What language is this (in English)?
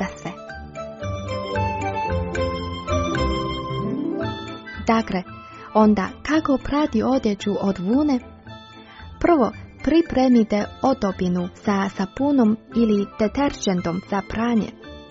Croatian